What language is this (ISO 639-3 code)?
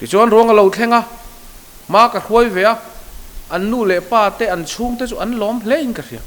lus